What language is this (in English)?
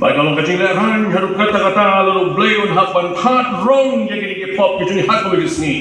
Khasi